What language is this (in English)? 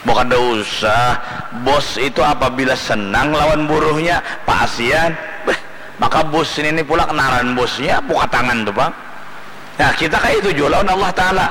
Banjar